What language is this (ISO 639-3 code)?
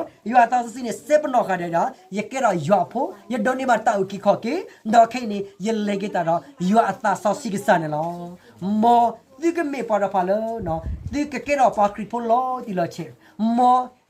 ksw